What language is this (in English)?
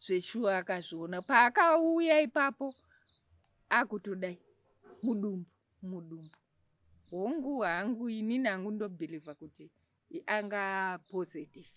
Shona